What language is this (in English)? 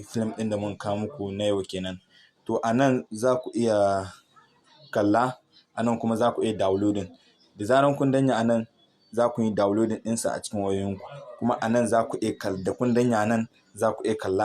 Hausa